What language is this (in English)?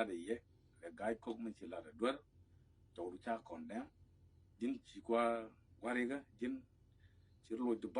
Nuer